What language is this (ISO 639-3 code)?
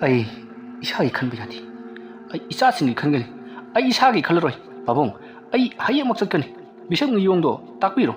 mni